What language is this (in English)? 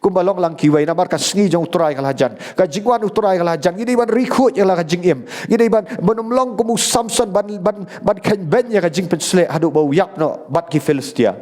Khasi